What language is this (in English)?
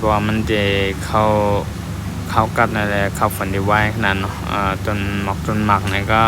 Shan